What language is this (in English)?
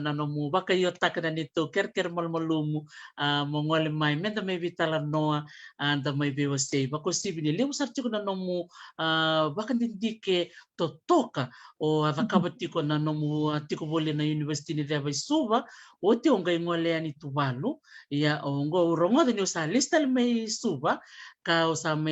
Fijian